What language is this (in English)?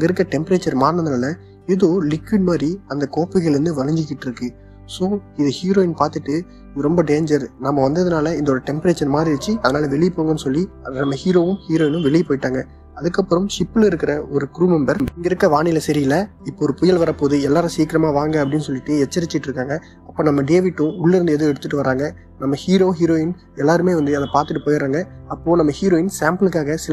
Tamil